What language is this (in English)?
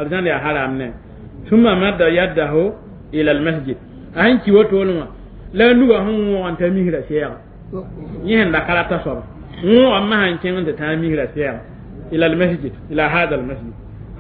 Mossi